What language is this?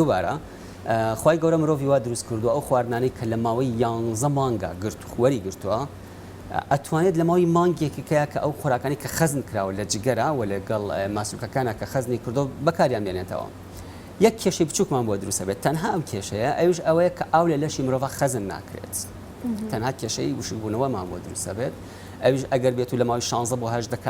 Central Kurdish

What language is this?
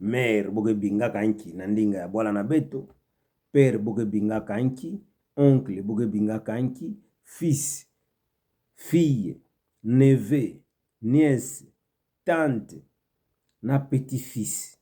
Kituba (Democratic Republic of Congo)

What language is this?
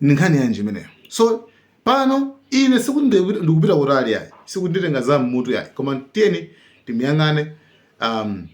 Nyanja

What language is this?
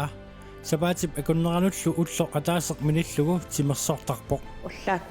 Kalaallisut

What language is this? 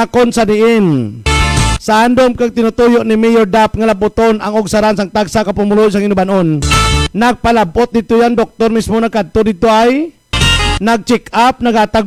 Hiligaynon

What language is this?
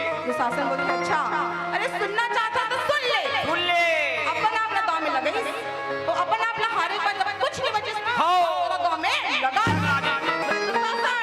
Chhattisgarhi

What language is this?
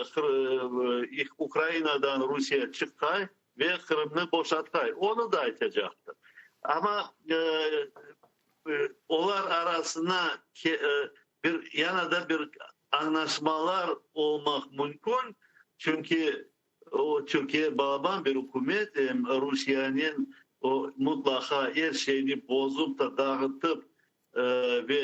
Crimean Tatar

